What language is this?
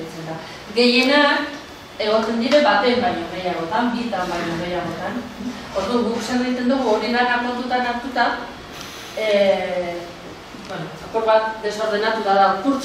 Basque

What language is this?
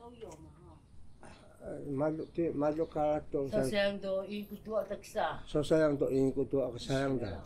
Taroko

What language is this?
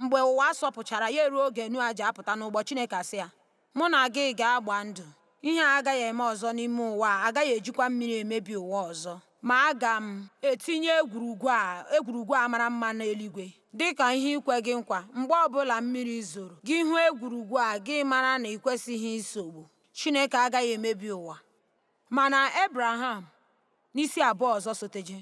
Igbo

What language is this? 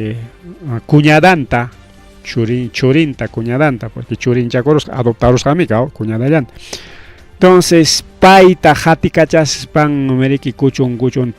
Ayacucho Quechua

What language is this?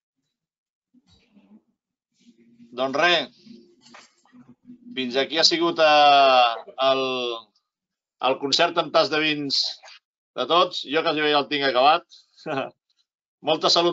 Catalan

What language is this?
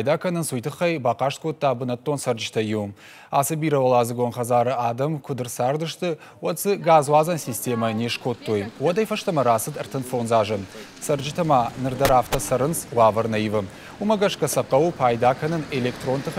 Ossetic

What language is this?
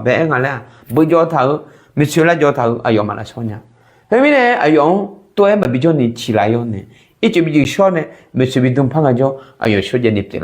Akha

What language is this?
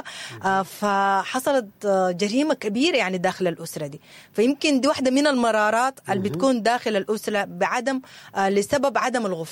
Sudanese Arabic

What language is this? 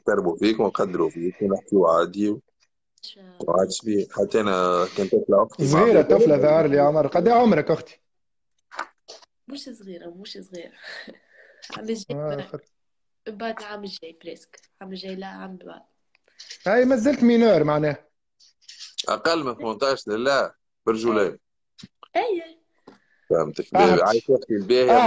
Tunisian Arabic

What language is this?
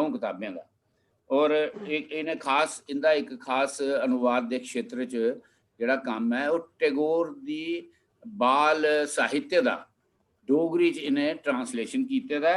Dogri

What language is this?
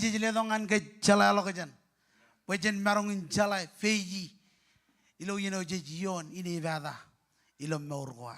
Marshallese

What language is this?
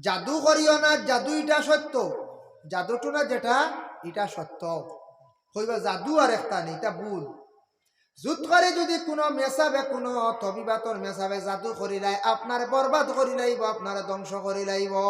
Sylheti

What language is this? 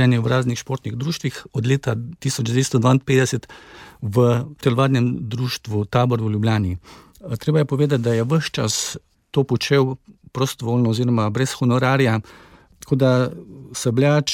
Slovenian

